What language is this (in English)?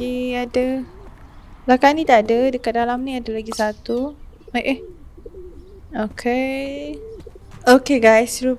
Malay